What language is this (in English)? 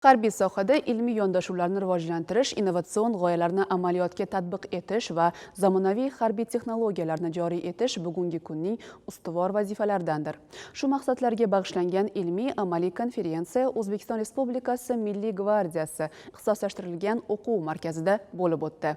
Uzbek